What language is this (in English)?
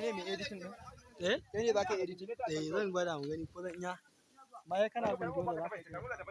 Hausa